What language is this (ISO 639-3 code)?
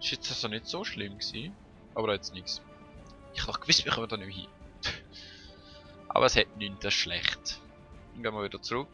gsw